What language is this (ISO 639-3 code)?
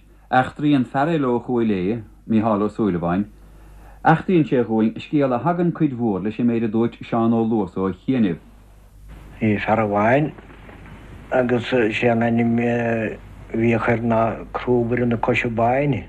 gle